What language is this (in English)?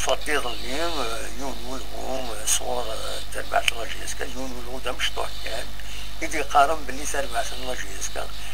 Kabyle